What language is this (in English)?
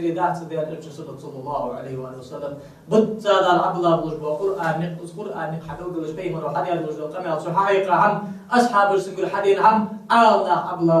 Ingush